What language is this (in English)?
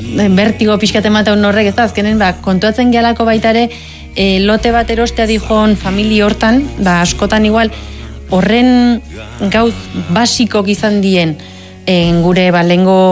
Basque